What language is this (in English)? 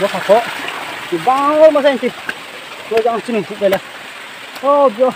Riang (India)